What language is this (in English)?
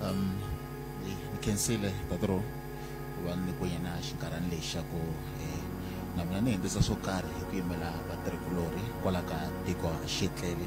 Tsonga